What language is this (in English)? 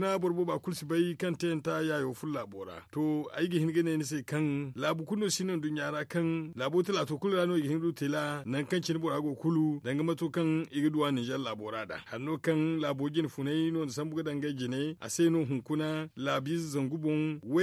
Zarma